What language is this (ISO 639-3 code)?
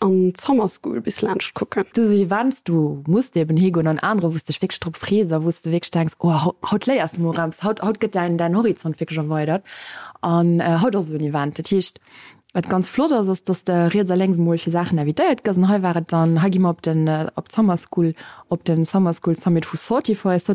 ltz